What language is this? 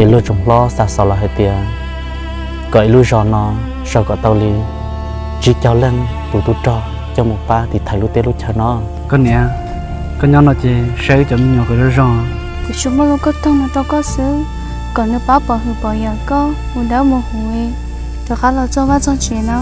Hmong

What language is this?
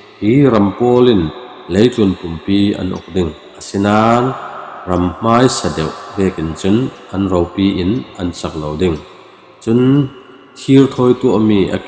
Falam Chin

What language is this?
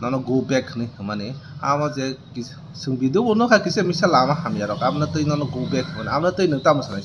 Kok Borok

